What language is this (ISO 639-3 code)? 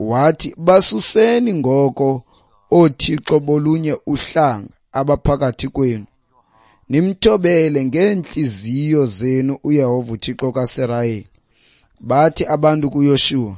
xho